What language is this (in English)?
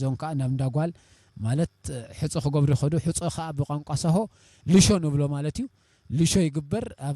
Tigre